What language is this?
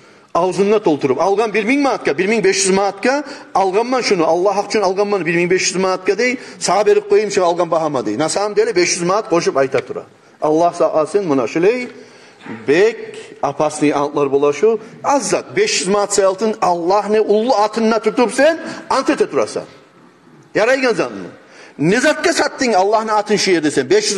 Kumyk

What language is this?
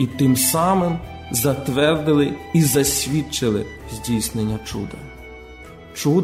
Ukrainian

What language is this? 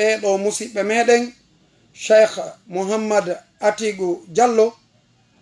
Fula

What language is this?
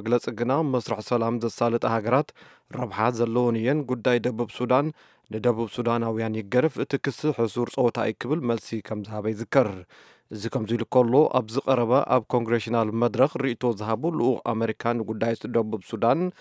Tigrinya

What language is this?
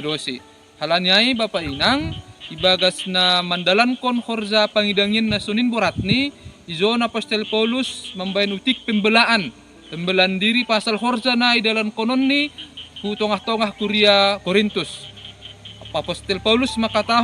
Batak Simalungun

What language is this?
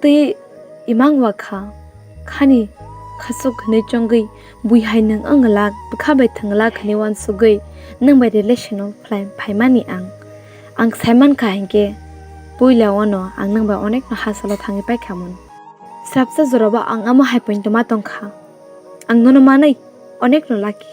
Kok Borok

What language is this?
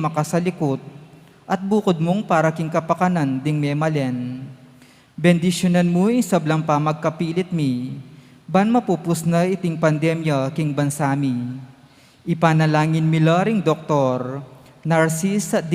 Pampanga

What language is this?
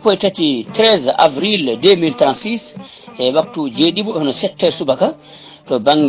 Fula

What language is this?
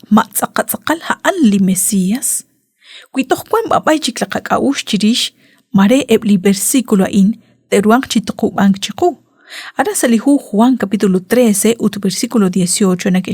Kekchí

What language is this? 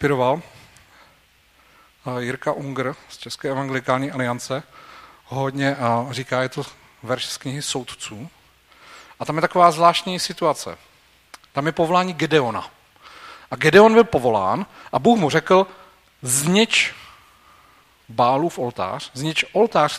Czech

